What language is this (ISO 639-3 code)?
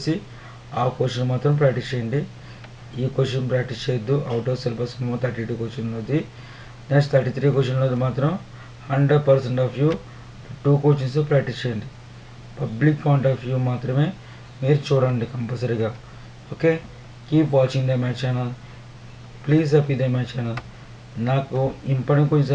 tel